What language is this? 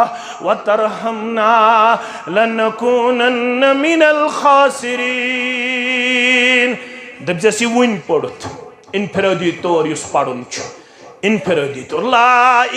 Kashmiri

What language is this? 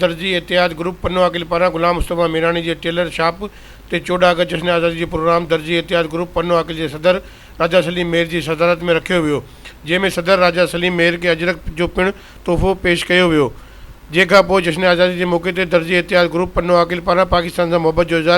Sindhi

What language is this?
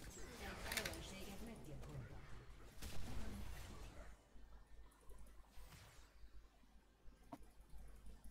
Hungarian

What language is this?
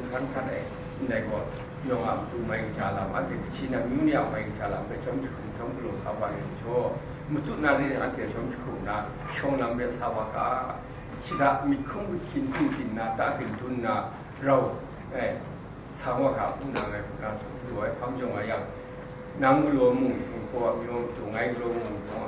Kachin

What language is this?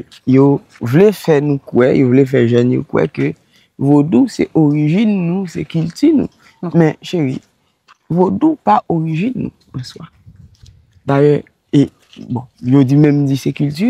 Haitian Creole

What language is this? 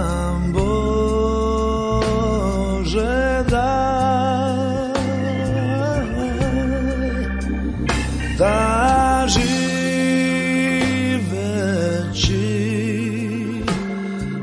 Croatian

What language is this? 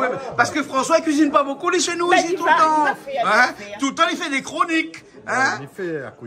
Réunion Creole French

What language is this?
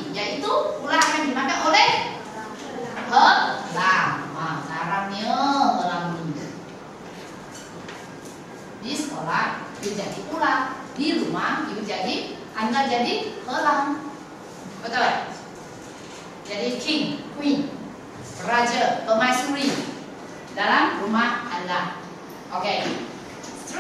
Malay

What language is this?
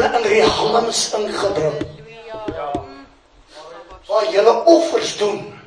Afrikaans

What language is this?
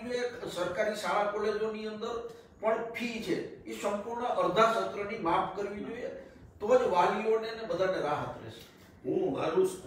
Gujarati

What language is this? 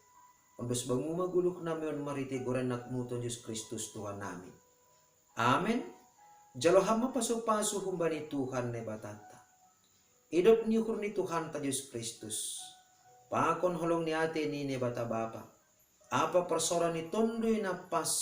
Batak Simalungun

